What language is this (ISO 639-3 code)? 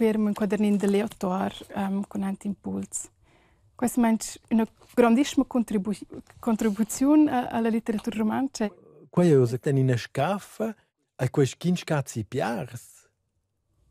roh